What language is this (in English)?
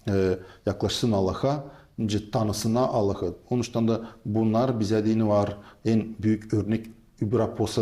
Gagauz